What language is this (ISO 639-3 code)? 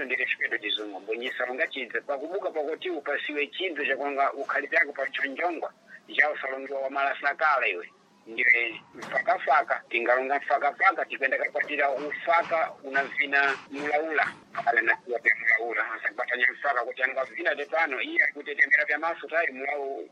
seh